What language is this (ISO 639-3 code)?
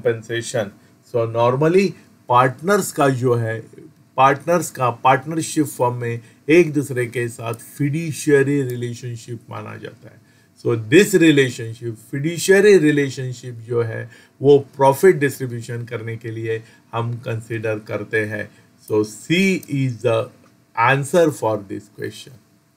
hin